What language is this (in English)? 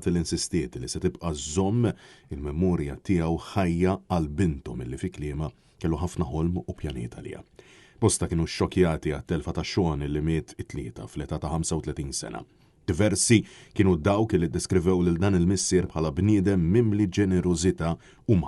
Maltese